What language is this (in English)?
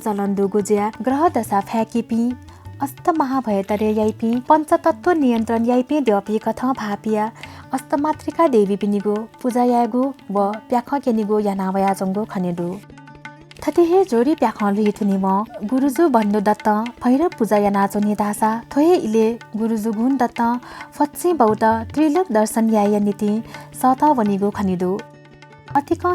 Newari